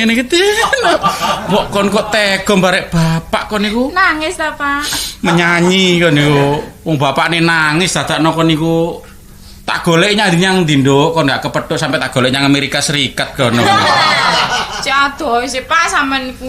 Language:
Javanese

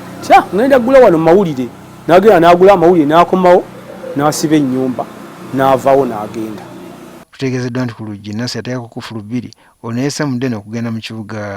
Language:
Ganda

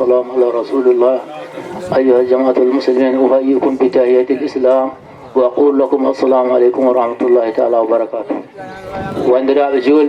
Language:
Fula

